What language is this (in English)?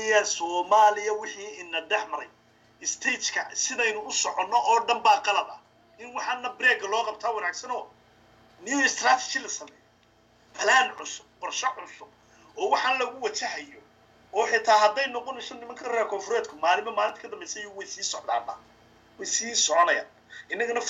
Somali